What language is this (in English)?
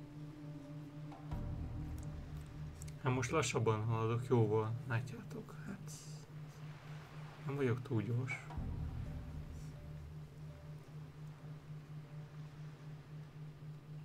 Hungarian